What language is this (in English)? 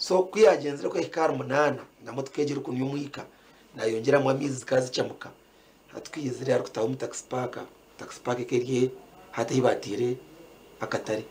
Nyankole